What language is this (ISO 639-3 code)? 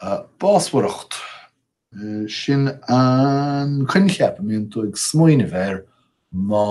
gle